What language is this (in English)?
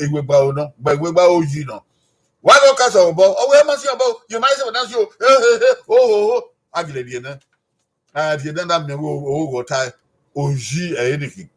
Bini